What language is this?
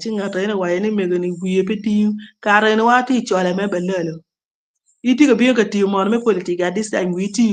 Acoli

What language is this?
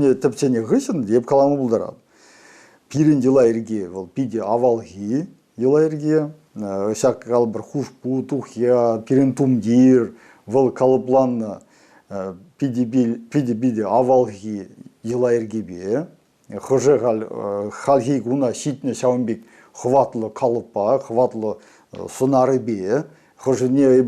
Chuvash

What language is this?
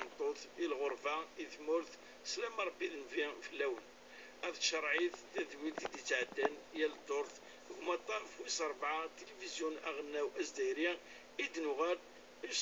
Kabyle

